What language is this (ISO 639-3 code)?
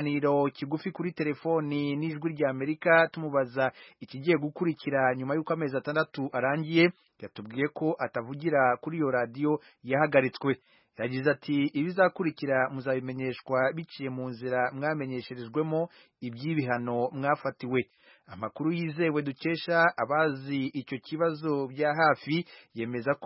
kin